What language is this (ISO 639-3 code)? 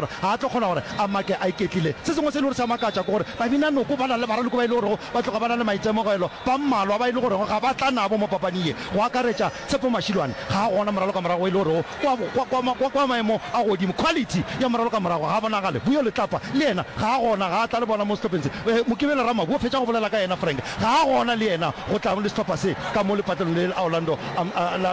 nso